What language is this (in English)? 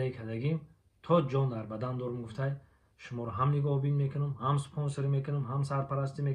Tajik